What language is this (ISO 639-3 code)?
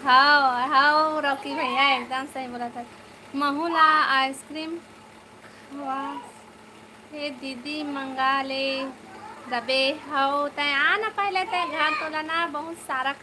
hne